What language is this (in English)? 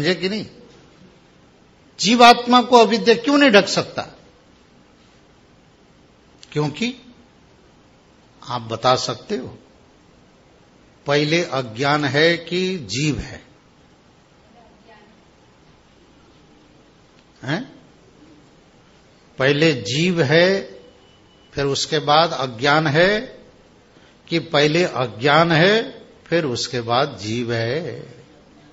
Hindi